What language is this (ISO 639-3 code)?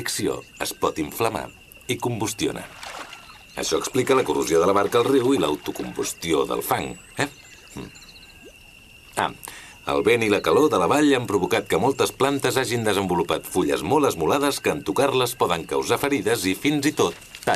cat